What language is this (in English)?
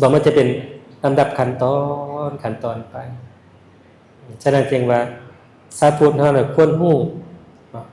Lao